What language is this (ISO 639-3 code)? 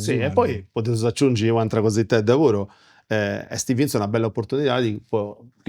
srd